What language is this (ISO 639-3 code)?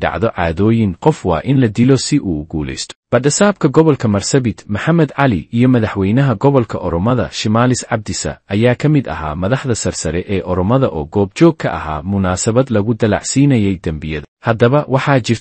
som